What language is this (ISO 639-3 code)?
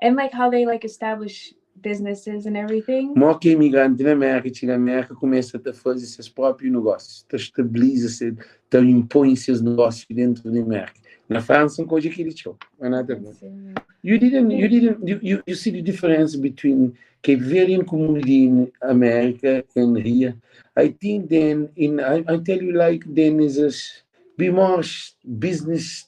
kea